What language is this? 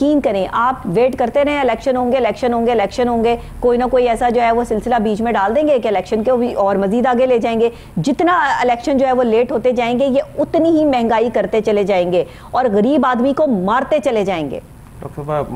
Urdu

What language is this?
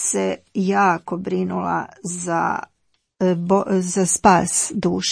Croatian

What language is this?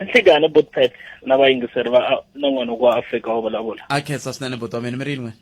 Tsonga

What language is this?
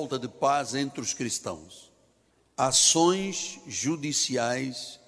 Portuguese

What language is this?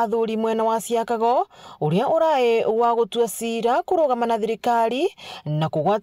Meru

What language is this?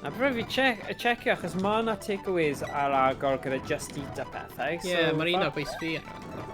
Welsh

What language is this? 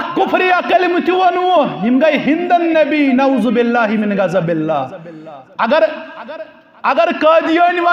Kashmiri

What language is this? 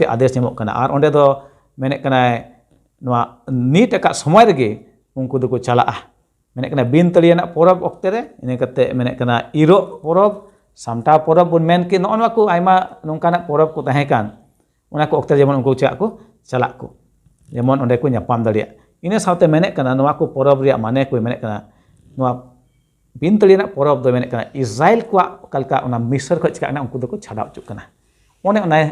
Santali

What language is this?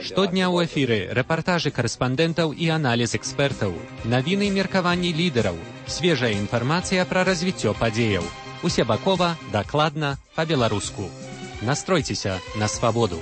Belarusian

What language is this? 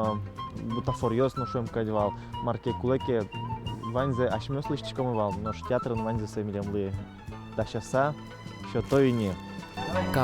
Udmurt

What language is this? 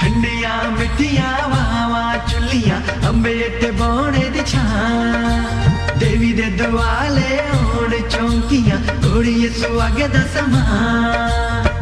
Dogri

